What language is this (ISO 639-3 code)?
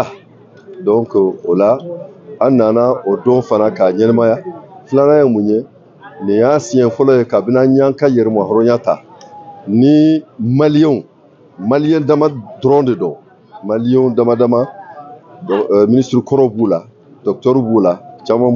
bam